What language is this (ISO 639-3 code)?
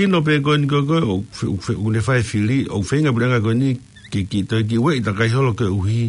ton